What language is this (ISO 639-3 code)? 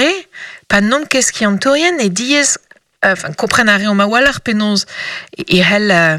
bre